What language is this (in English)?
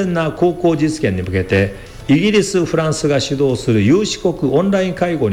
Japanese